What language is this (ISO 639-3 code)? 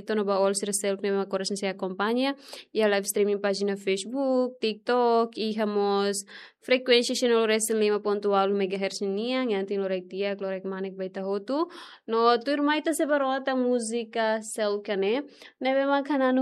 tet